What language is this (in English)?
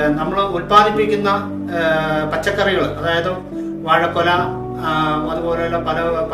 Malayalam